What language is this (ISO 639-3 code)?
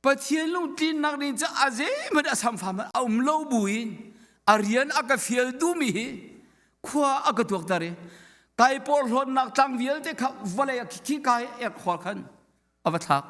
cnh